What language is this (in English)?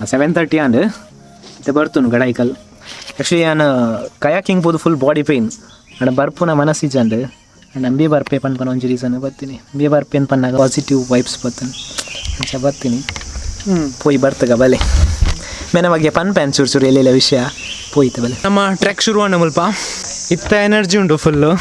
Tulu